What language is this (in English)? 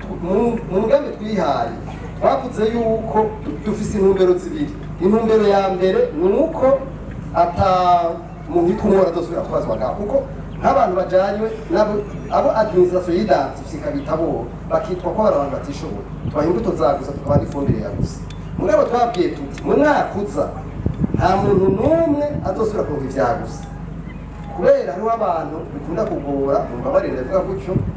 Rundi